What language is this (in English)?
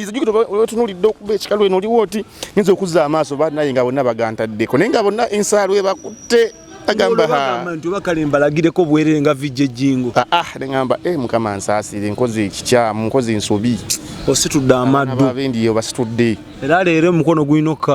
Ganda